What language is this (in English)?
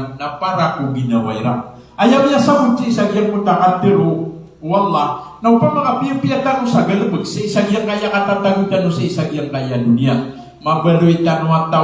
Maranao